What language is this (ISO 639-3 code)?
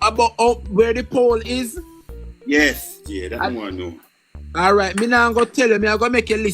jam